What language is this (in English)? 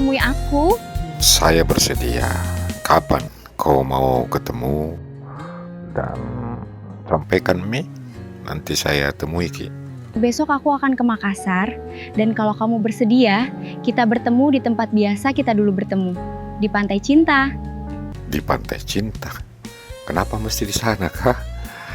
Makassar Malay